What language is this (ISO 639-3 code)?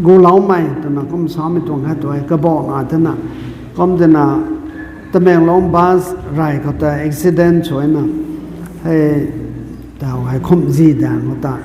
nbu